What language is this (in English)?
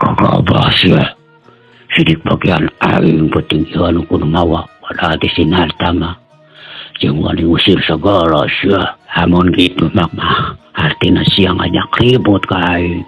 Sundanese